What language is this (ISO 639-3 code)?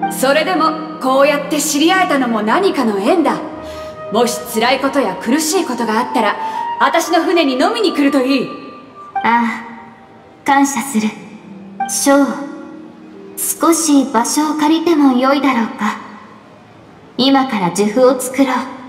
jpn